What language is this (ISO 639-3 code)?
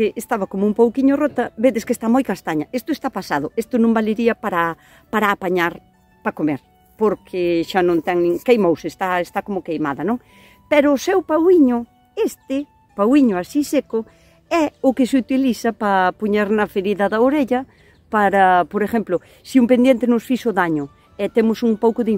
glg